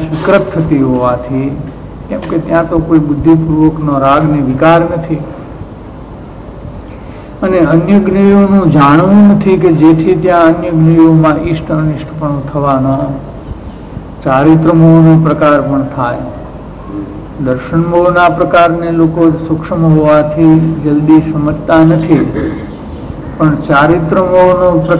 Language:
Gujarati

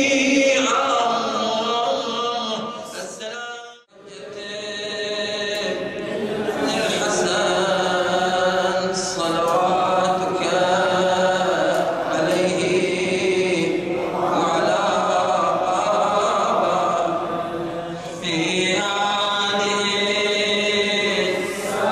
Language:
Arabic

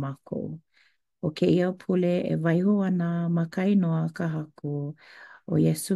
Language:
Hawaiian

